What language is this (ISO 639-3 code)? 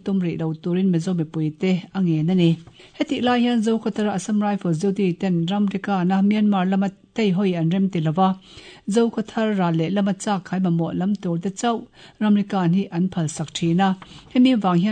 lus